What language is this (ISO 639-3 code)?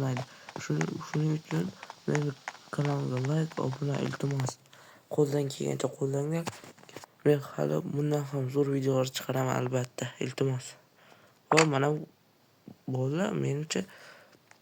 uzb